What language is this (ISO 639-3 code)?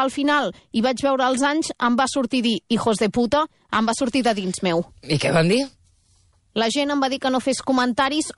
cat